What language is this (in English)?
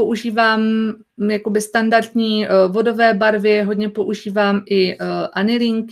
Czech